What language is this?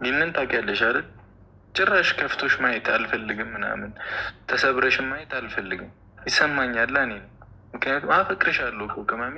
Amharic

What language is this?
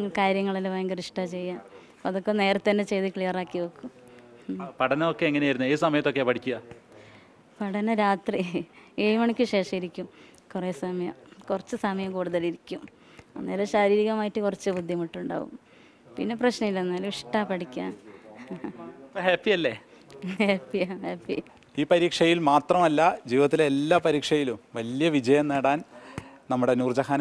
Malayalam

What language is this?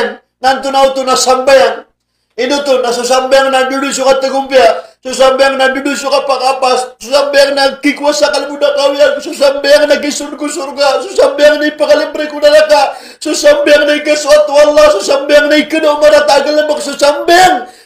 Maranao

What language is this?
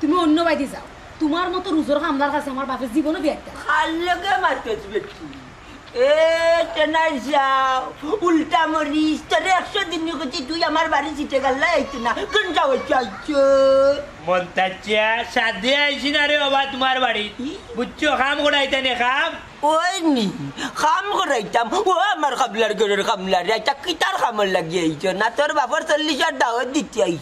Sylheti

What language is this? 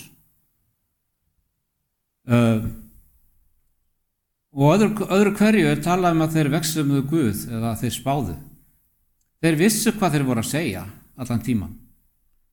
Icelandic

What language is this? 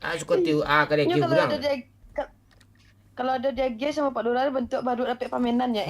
Minangkabau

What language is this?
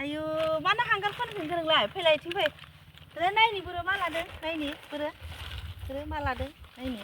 Bodo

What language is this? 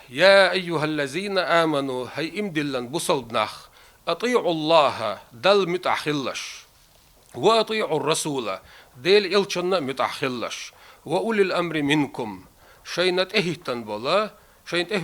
Chechen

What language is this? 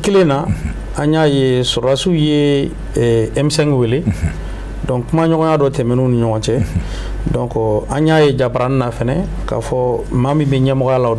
Bambara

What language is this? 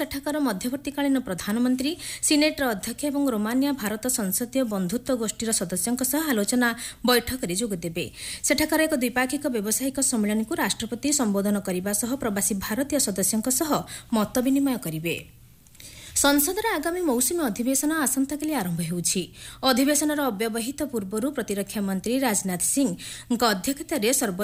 Odia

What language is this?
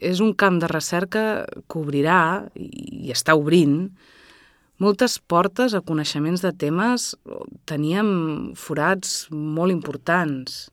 Catalan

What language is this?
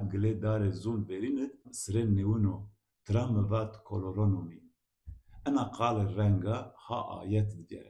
Zaza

